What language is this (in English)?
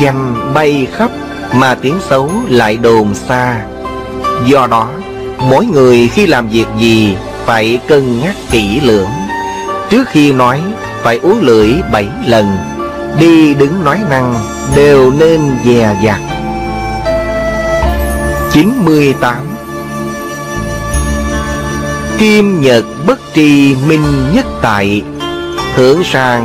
Vietnamese